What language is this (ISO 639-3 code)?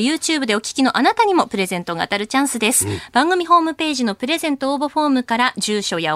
jpn